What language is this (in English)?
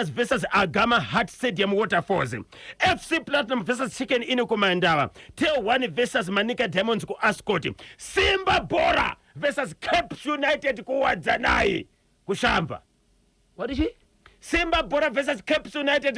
Shona